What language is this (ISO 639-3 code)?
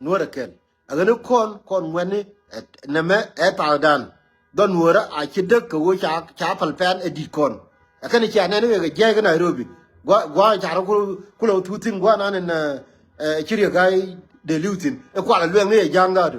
nus